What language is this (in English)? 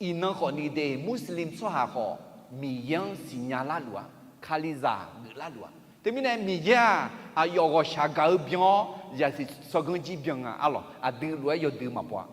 Akha